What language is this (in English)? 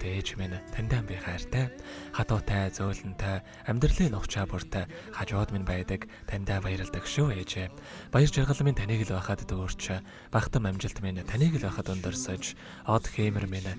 Mongolian